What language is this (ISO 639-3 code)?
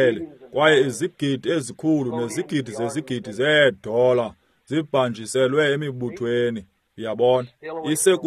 xho